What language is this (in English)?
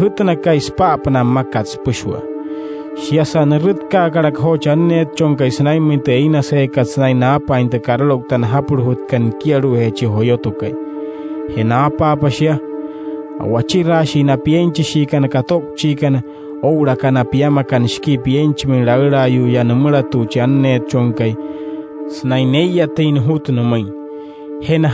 Wayuu